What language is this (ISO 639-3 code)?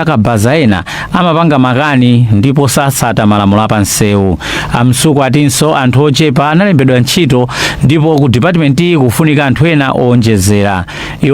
nya